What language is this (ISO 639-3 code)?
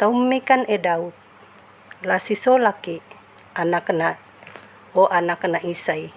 sda